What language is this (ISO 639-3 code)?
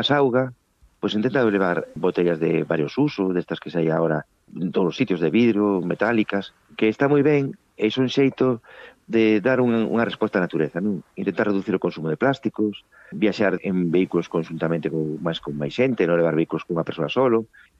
glg